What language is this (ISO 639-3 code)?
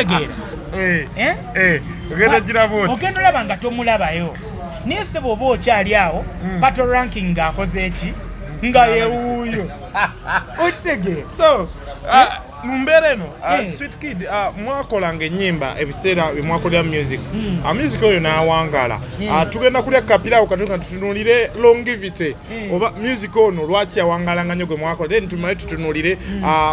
lug